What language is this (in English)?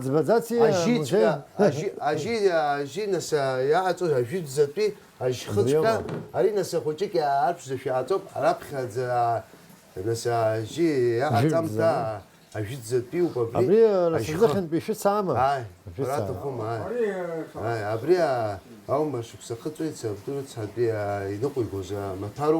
Abkhazian